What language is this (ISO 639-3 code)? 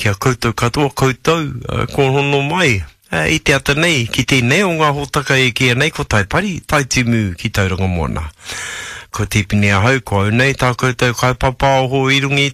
mri